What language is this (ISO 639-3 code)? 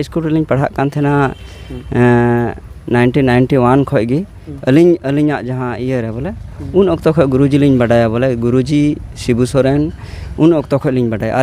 sat